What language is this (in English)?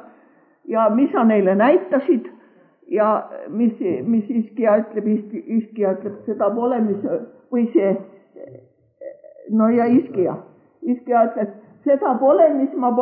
Estonian